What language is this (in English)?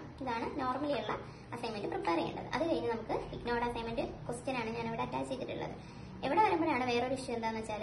Malayalam